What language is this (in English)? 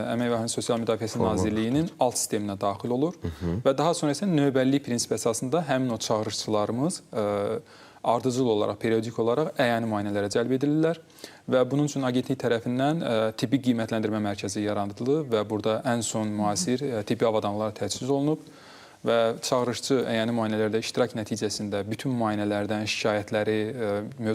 Azerbaijani